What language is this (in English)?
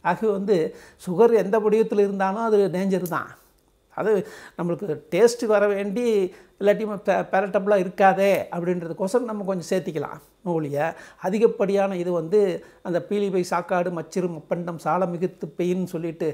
Tamil